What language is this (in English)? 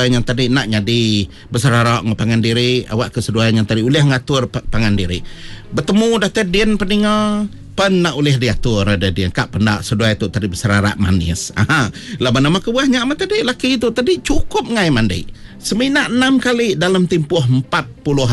Iban